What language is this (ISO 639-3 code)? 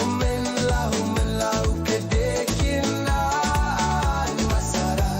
pon